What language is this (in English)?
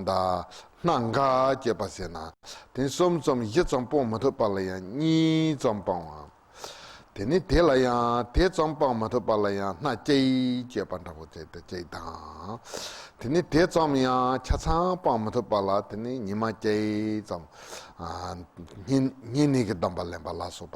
Tibetan